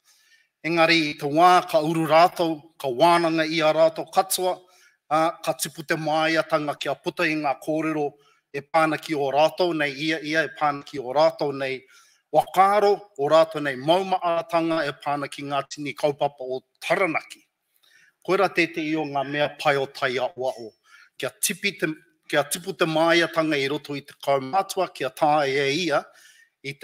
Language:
Māori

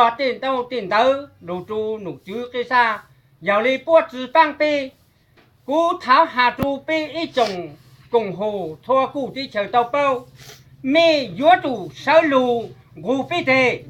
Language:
Hmong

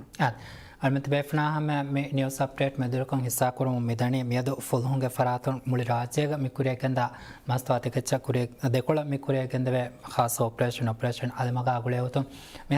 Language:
Divehi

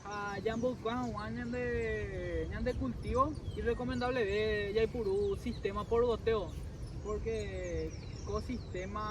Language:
Guarani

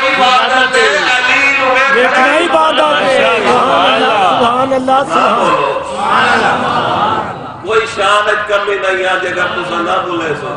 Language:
Saraiki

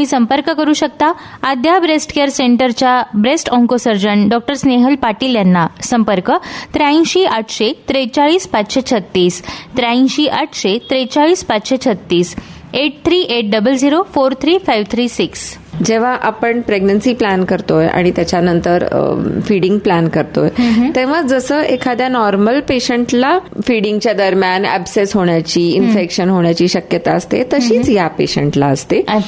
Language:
Marathi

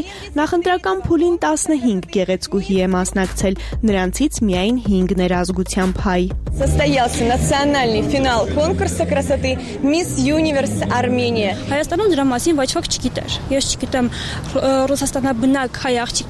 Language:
Armenian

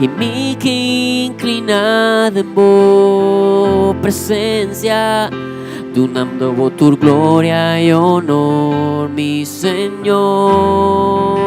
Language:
Papiamento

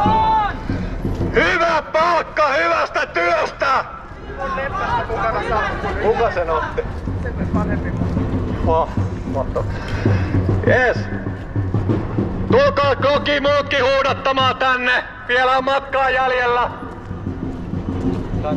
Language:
Finnish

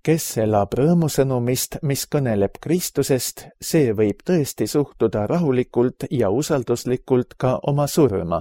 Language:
Estonian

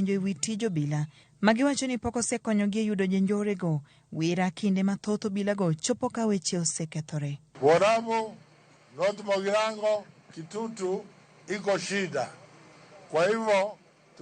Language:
Luo (Kenya and Tanzania)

